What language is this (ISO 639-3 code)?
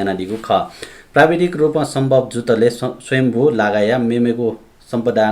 new